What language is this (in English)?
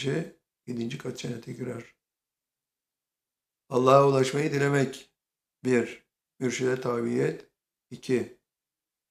Turkish